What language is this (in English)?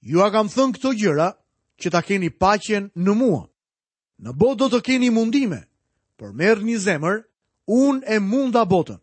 Albanian